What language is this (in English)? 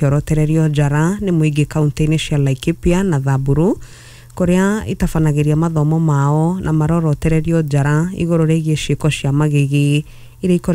Kikuyu